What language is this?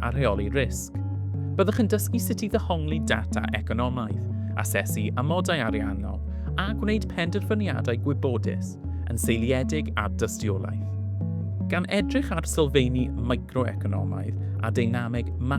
Welsh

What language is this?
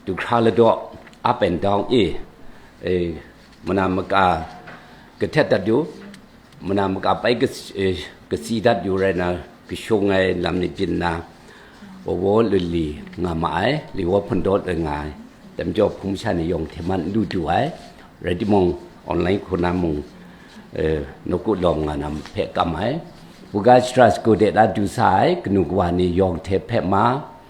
Kachin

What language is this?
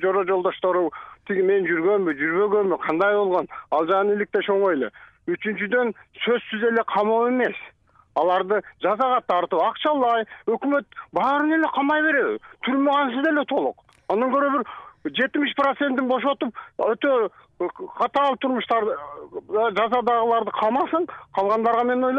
Kyrgyz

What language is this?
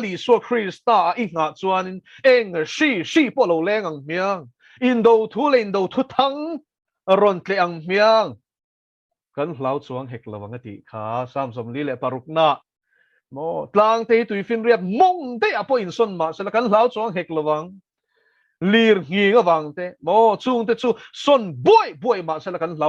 Mizo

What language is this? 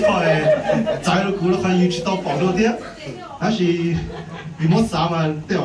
Hmong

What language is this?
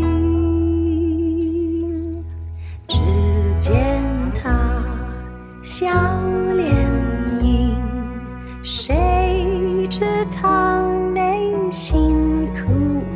Chinese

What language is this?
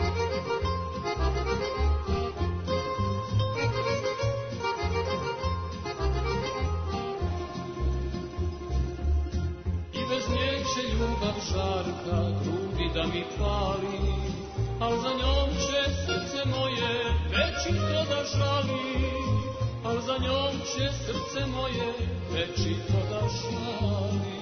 Serbian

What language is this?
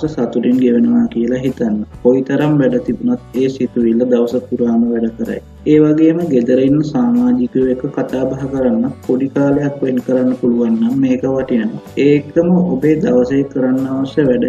Sinhala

